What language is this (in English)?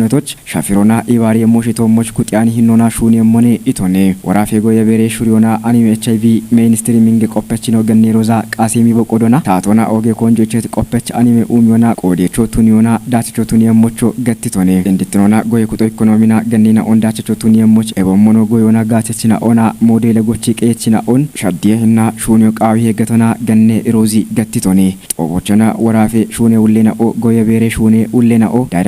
Kafa